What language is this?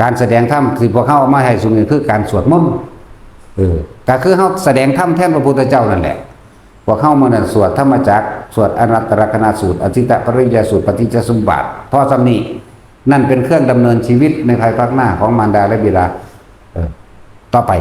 Northeastern Thai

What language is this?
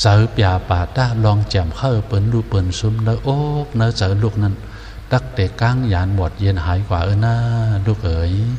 Shan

